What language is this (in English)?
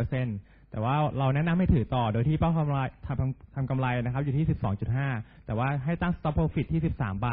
Thai